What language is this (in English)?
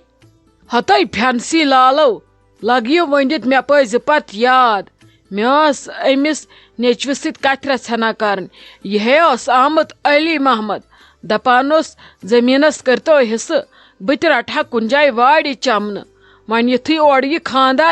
Kashmiri